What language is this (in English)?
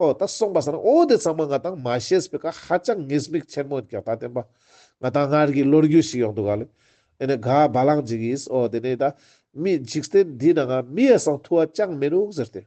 Ladakhi